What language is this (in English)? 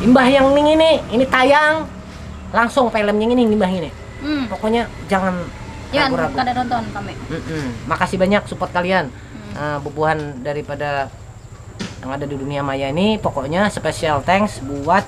Banjar